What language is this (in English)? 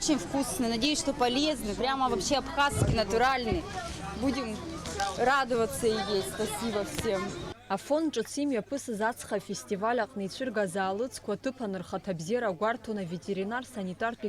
Abkhazian